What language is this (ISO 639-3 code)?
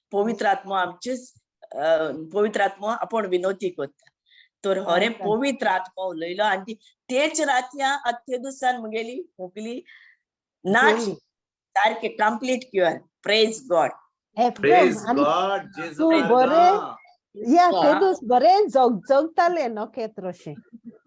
kok